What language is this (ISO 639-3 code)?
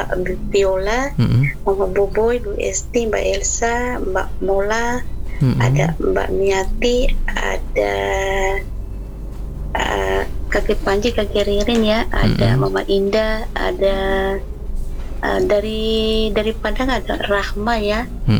ind